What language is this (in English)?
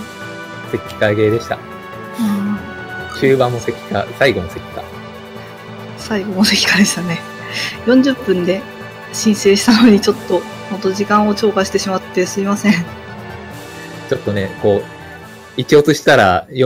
Japanese